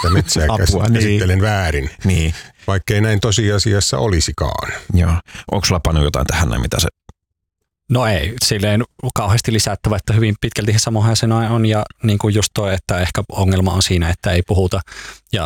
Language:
Finnish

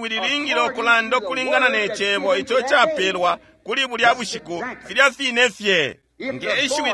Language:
Bemba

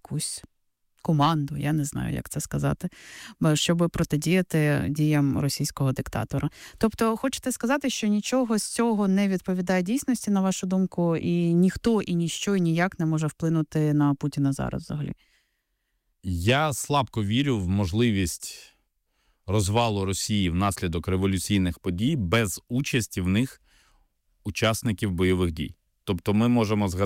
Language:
Ukrainian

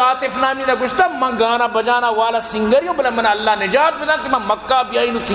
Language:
Eastern Balochi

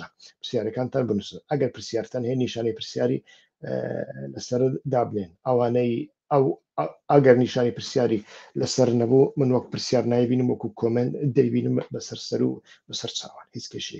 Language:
Central Kurdish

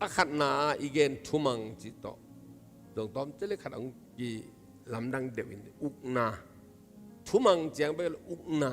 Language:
Tedim Chin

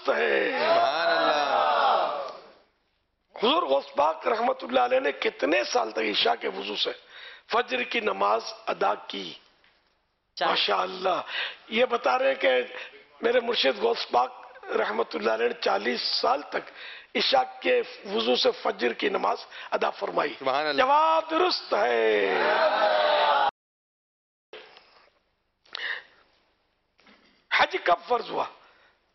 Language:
Urdu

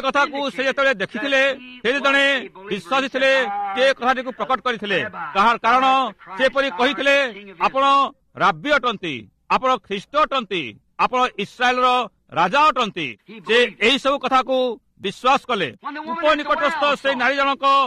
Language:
Odia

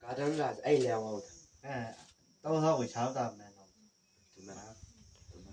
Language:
Chang Naga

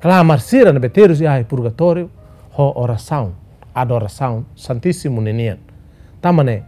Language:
Tetum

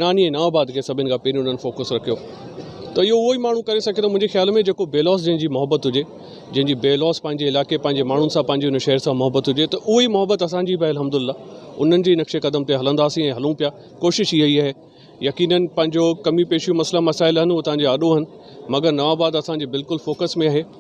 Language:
Sindhi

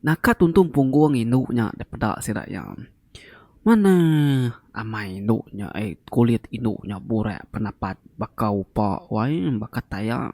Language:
Iban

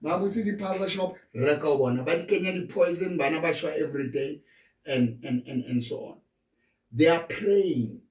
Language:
Southern Sotho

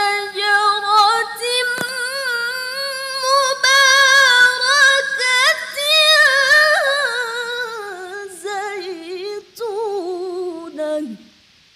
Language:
Arabic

